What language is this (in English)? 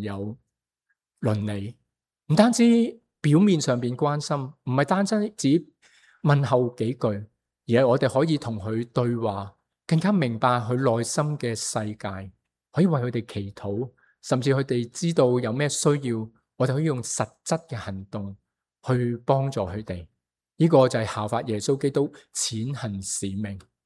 Cantonese